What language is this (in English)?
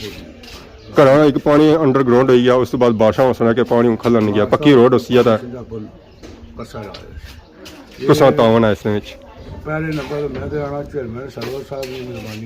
Pahari-Potwari